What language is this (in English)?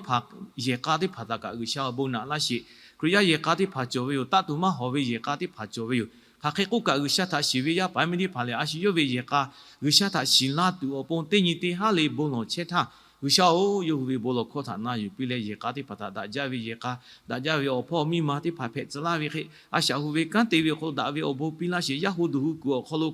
Lahu